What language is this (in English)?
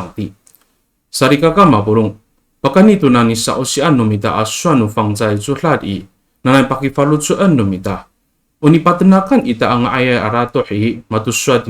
Amis